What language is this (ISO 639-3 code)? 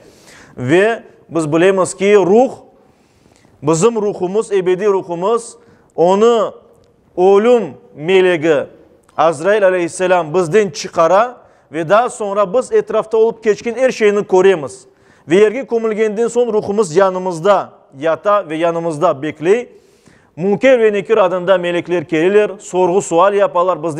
crh